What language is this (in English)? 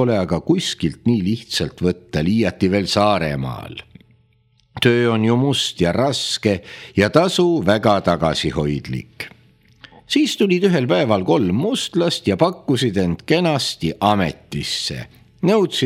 Estonian